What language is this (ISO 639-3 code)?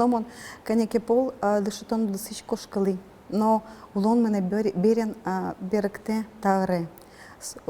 udm